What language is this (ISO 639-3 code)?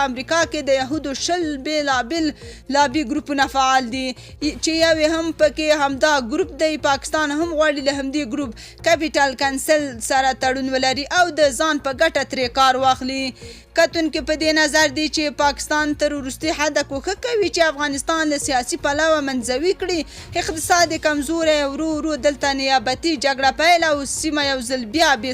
pus